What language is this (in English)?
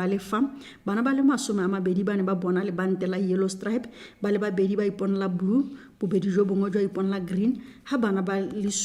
Tswana